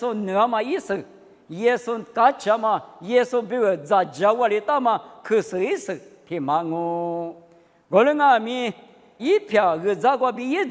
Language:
Lisu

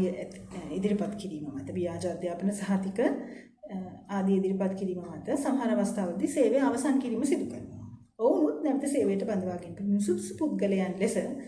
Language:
Sinhala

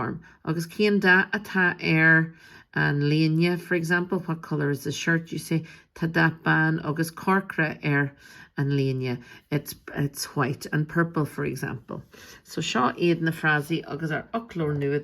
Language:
Irish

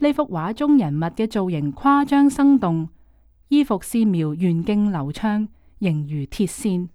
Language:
Cantonese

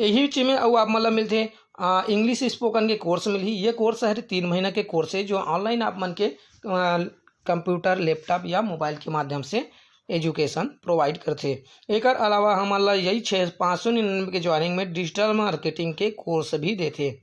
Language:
Chhattisgarhi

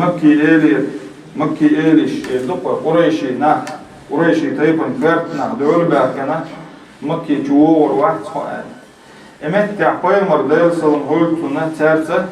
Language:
Chechen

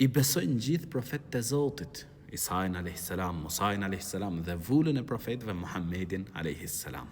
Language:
Albanian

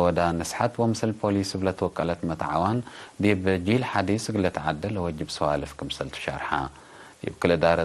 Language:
Tigre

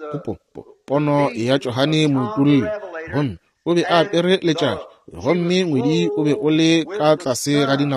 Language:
Northern Sotho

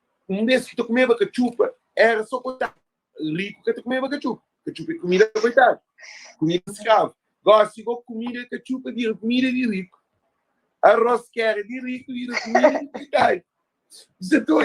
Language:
Kabuverdianu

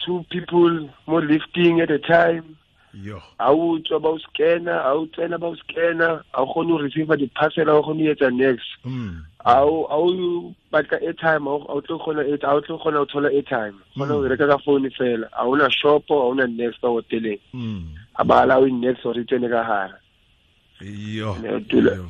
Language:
Tswana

